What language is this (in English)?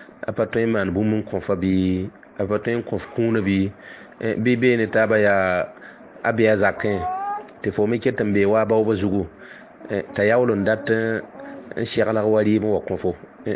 Mossi